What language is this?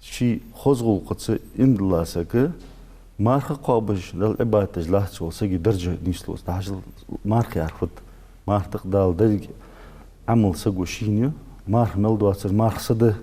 Ingush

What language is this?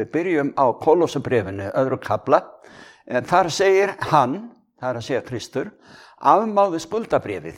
Icelandic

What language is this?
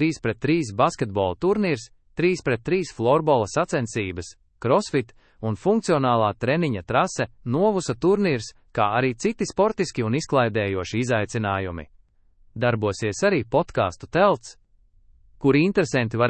Latvian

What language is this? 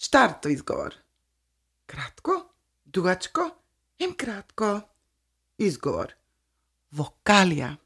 Serbian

